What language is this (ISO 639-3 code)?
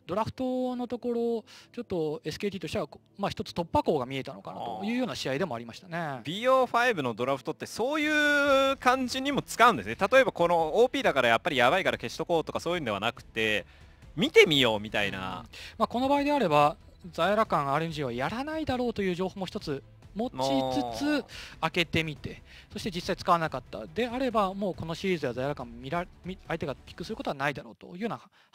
jpn